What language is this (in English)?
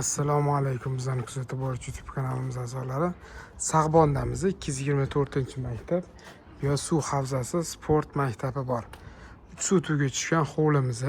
Uzbek